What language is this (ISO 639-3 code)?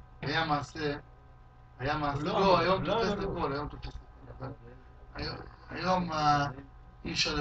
heb